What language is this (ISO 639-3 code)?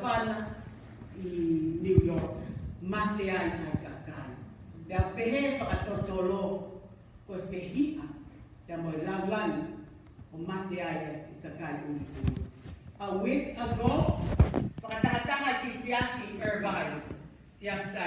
ton